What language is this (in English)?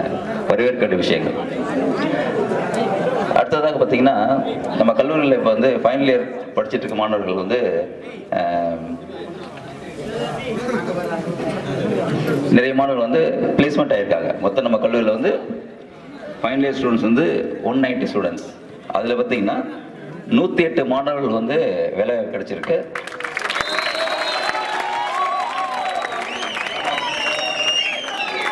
Tamil